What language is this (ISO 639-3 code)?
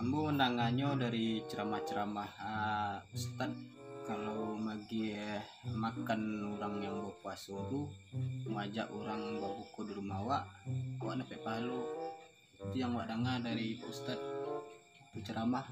min